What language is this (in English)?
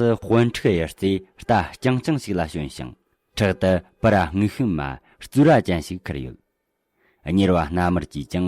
Tibetan